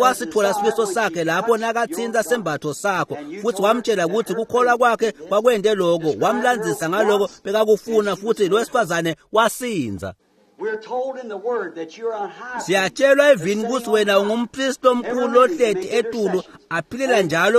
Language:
Swati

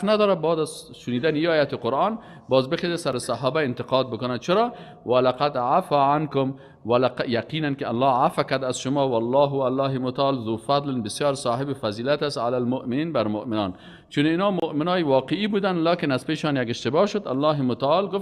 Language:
Persian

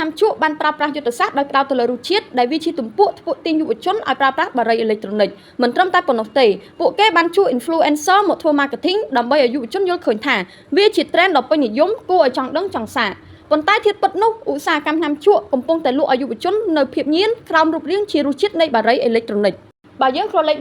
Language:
Khmer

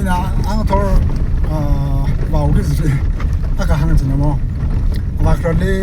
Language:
Tangkhul Naga (India)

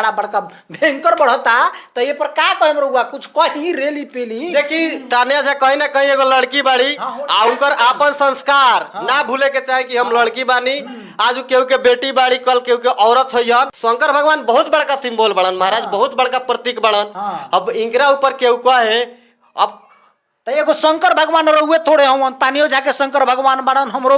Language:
Bhojpuri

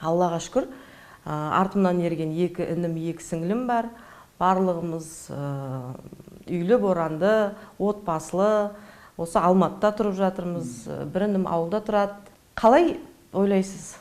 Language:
Kazakh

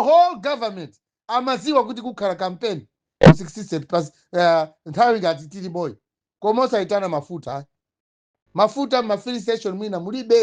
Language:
Nyanja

